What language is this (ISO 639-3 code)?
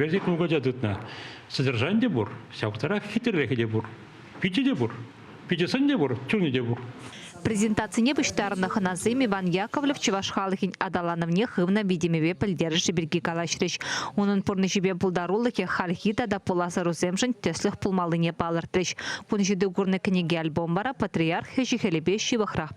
chv